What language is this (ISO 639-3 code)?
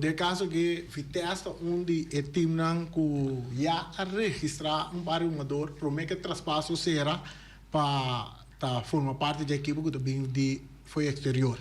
pap